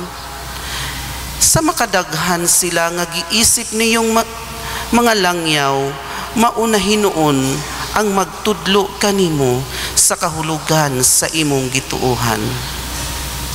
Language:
Cebuano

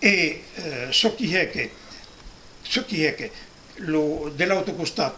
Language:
Occitan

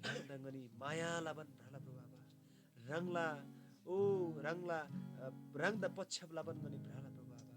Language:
Eastern Tamang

